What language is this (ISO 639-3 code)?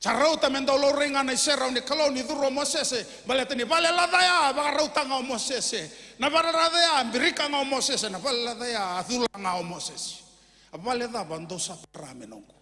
fij